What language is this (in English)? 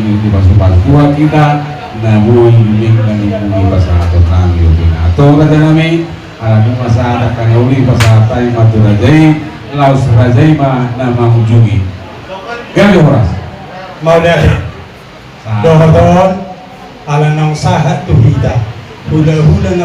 Batak Toba